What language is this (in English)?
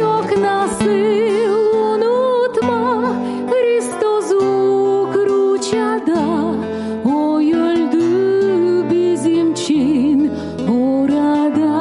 Gagauz